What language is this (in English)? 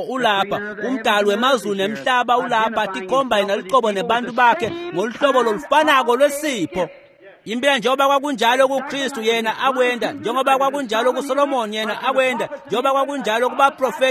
Swati